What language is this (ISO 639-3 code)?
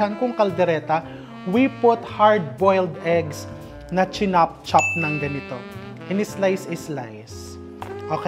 fil